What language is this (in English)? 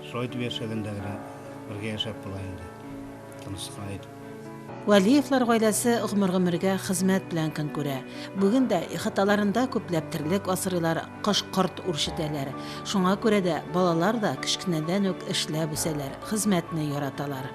Tatar